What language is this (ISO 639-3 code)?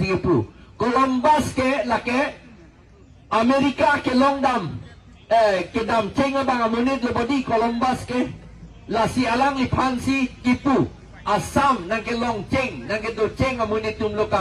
mjw